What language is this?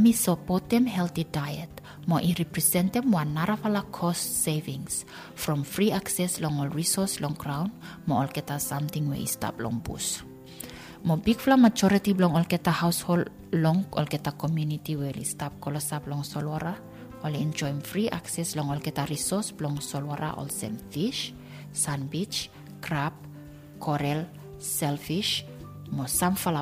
Bislama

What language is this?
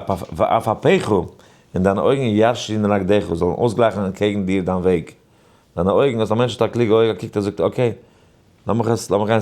Yiddish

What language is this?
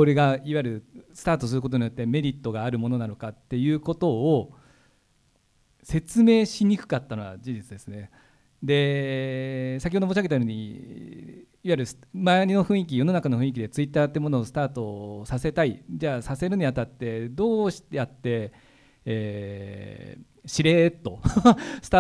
Japanese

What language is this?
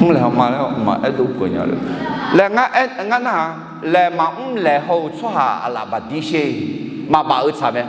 Akha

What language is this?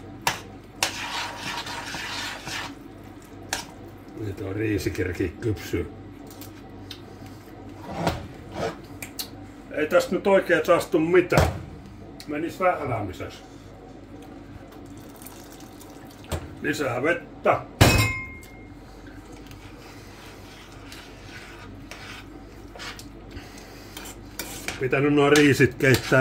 Finnish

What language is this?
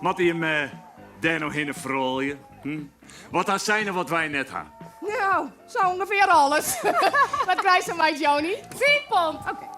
Western Frisian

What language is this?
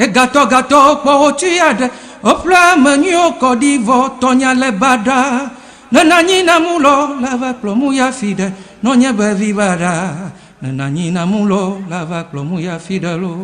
Ewe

